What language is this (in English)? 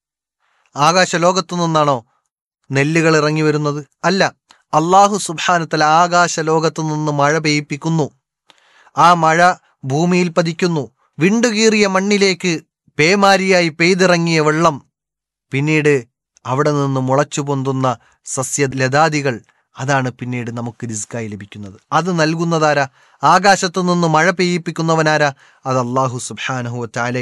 Malayalam